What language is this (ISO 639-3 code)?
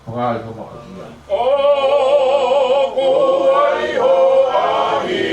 ton